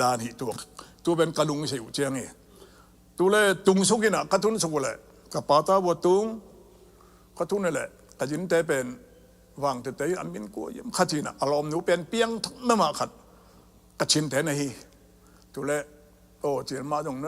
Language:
Tedim Chin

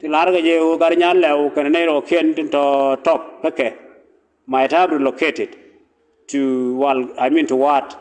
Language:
Nuer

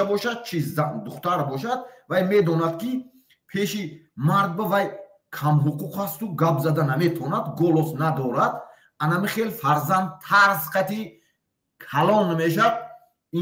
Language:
Tajik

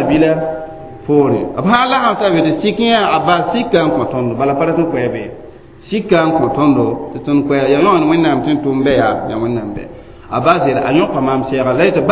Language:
Mossi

